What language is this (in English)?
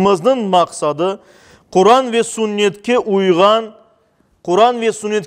Crimean Tatar